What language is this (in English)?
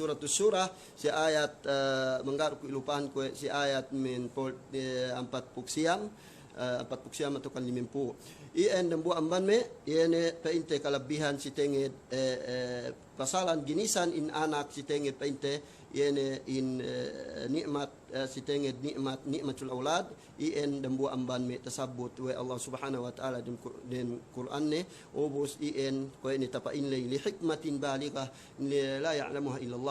Yakan